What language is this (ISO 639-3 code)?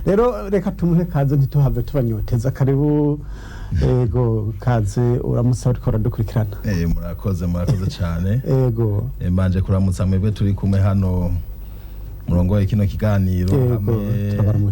run